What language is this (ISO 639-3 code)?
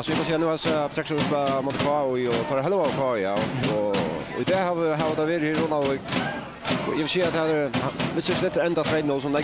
fao